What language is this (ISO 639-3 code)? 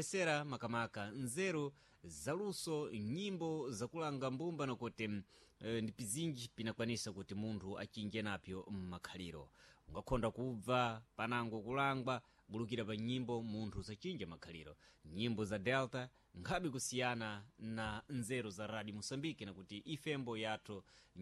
seh